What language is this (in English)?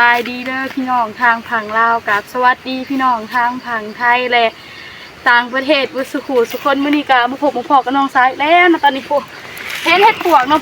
Northeastern Thai